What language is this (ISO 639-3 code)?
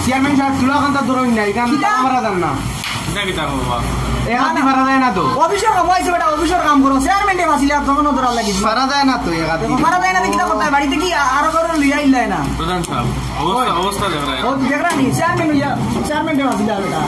syl